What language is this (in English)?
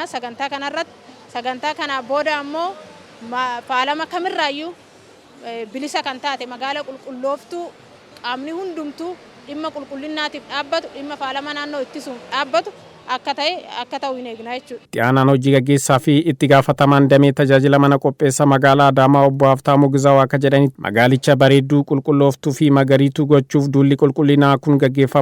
Oromo